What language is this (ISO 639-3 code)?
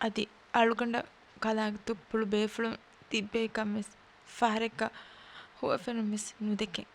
div